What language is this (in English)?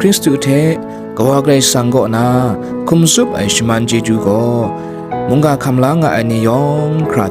Kachin